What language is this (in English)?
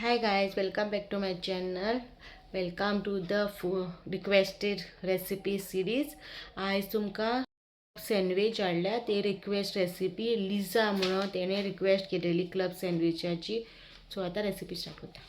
Konkani